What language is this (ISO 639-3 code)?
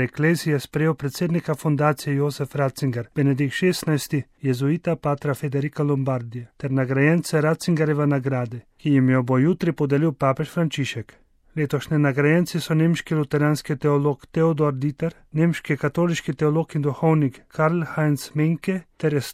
slv